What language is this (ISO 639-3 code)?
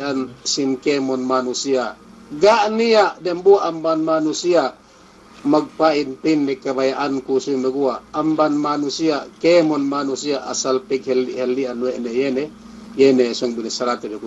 yka